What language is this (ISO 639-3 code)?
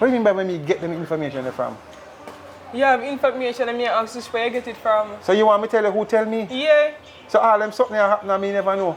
jam